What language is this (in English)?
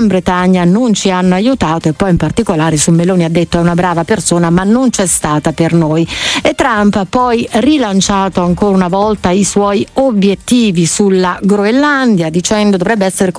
Italian